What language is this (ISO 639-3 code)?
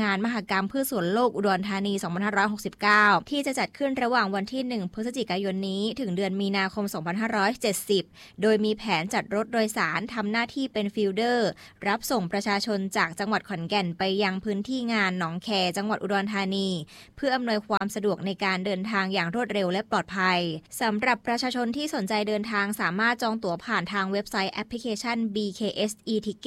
tha